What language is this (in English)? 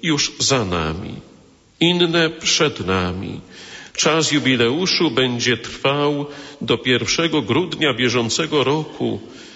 Polish